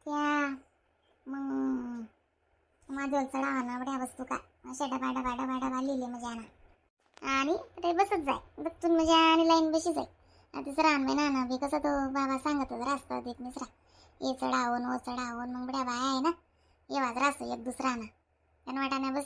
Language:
Khandesi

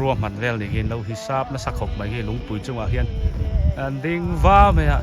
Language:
Biete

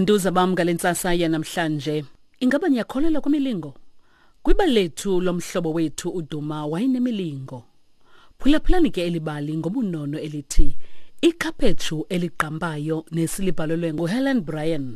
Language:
Xhosa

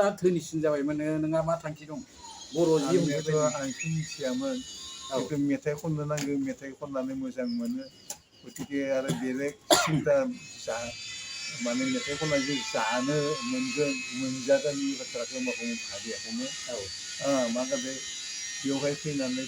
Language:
Bodo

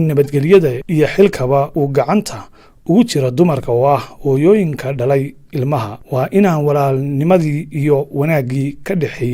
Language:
Somali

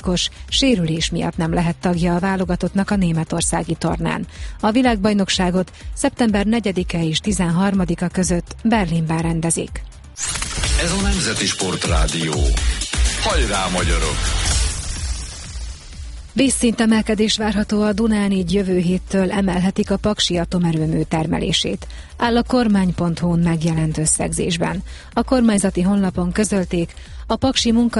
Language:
Hungarian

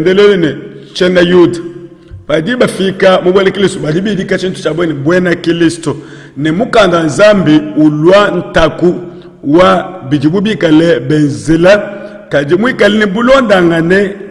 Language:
Luba-Lulua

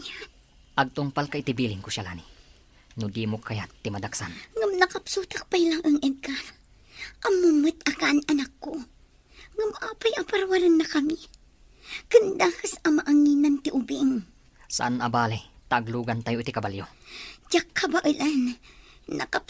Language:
Iloko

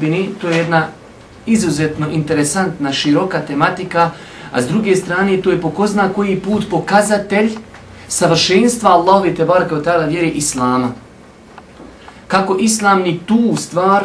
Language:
Bosnian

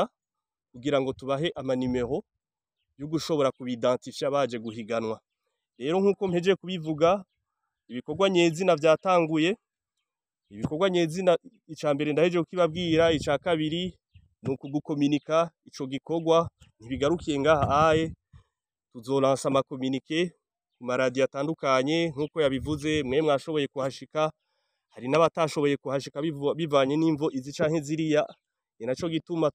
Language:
Rundi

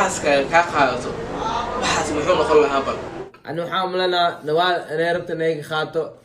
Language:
Somali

